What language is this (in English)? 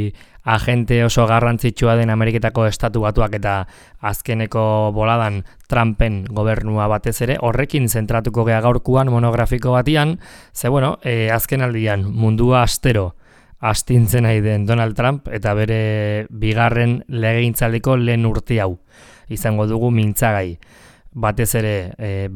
Basque